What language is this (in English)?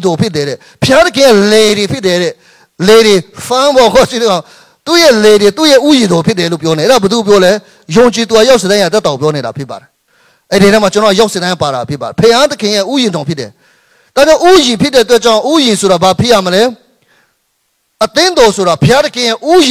Burmese